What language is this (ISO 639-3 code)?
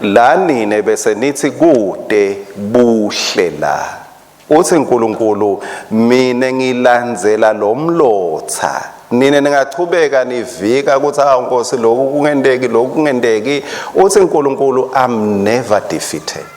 ssw